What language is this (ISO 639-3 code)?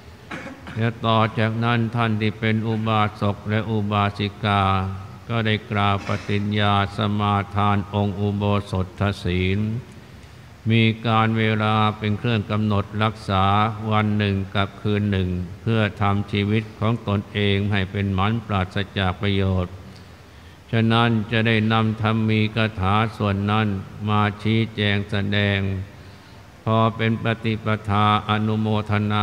tha